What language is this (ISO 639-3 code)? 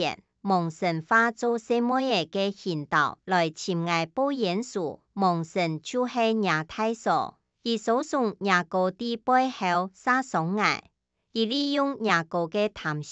hak